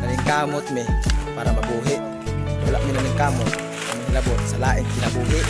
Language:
Cebuano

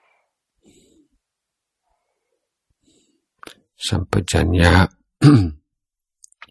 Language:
Thai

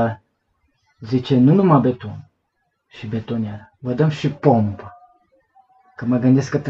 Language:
Romanian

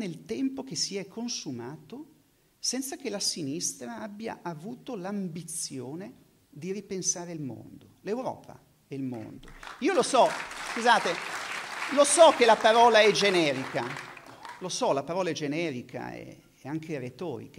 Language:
Italian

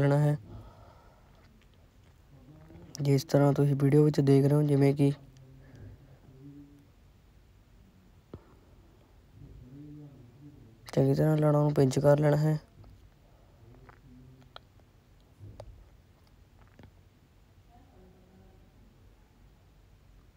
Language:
Punjabi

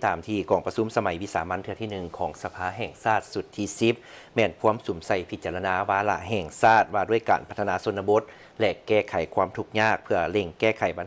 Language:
Lao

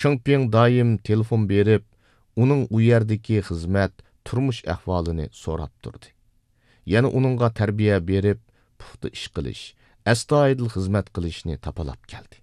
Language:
Uyghur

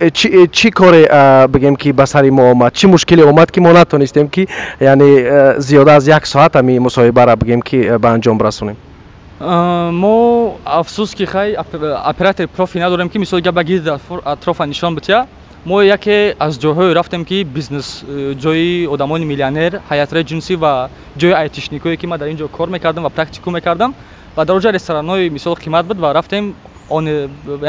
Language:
Tajik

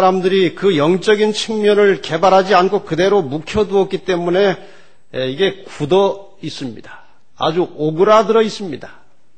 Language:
Korean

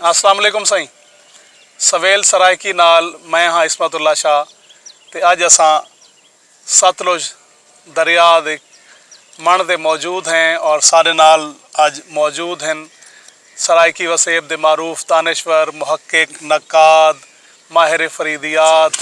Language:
Saraiki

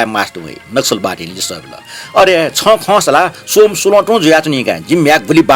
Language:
Newari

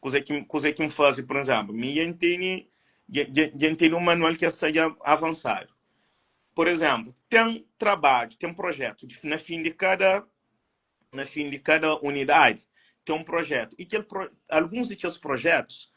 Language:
Kabuverdianu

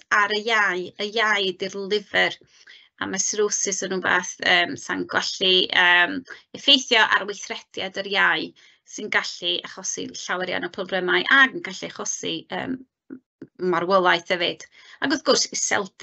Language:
Welsh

